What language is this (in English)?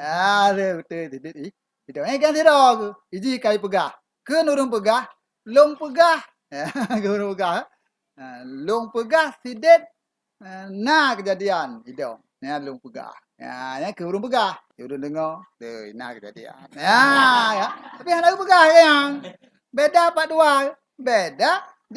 Achinese